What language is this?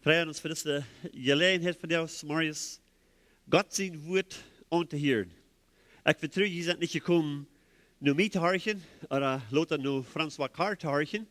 Plautdietsch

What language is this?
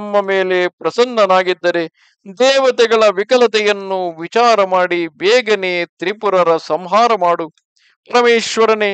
Kannada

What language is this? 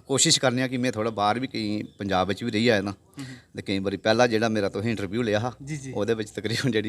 Dogri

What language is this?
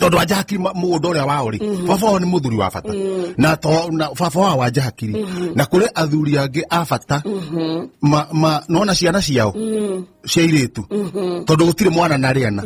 Kikuyu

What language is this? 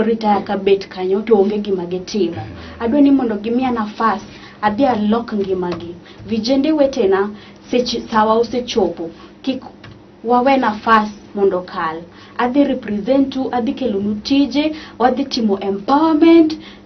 Luo (Kenya and Tanzania)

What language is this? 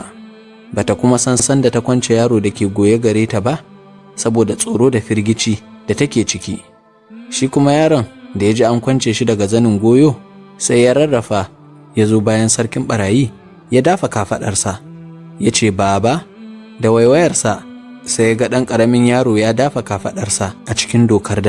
Hausa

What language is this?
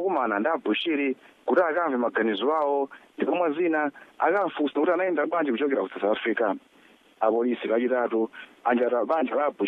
Nyanja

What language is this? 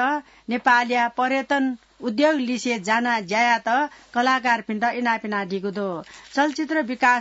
Newari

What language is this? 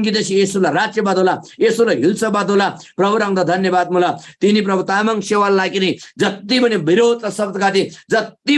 Eastern Tamang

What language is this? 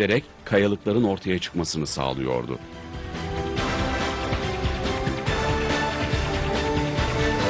Turkish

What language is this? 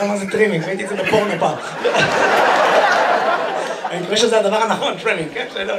Hebrew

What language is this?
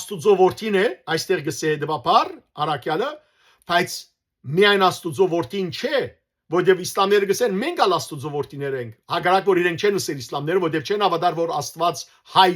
Western Armenian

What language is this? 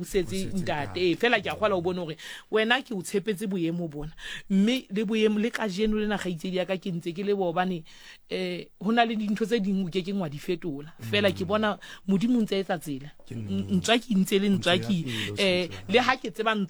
Southern Sotho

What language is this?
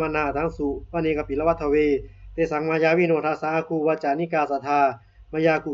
Pali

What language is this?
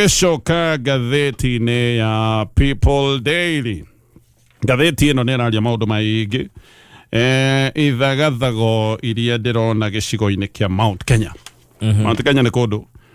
Kikuyu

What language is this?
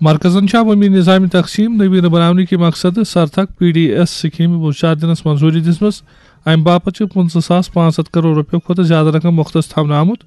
Kashmiri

